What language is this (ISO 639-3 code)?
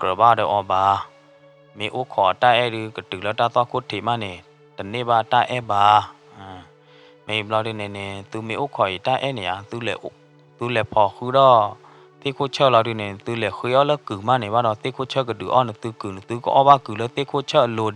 ksw